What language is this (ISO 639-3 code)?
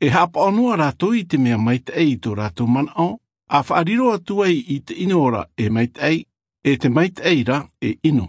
tah